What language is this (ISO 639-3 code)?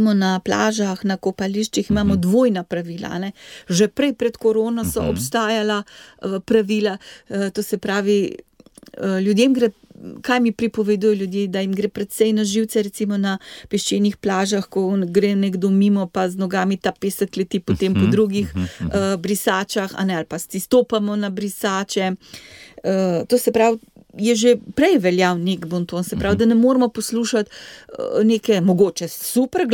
slv